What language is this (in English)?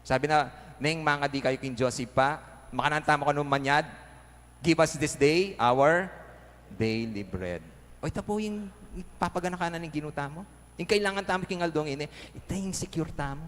Pampanga